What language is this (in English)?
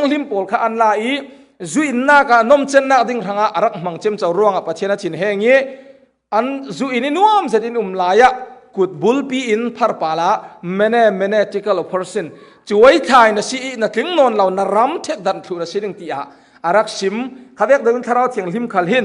Falam Chin